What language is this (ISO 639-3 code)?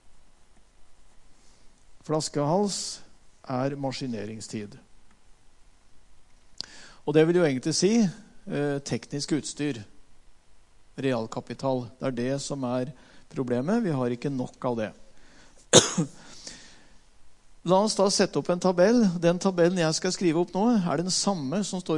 nor